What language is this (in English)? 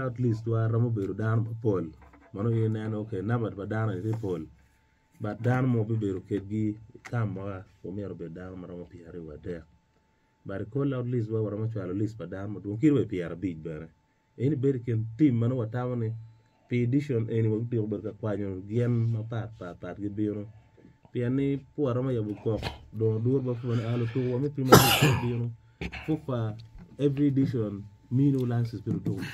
Acoli